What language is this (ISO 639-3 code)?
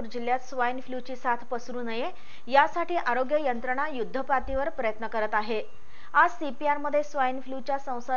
mar